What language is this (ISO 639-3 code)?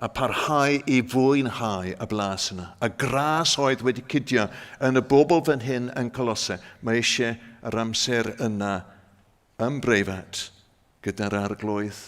cym